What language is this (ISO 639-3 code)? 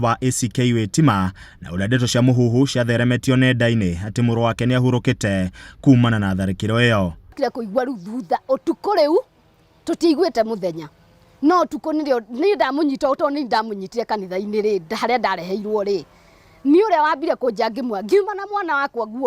kik